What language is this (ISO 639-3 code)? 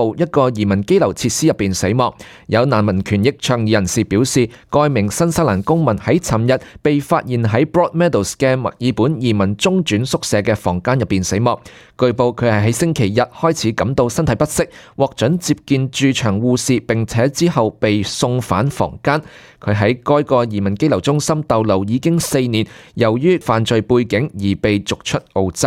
yue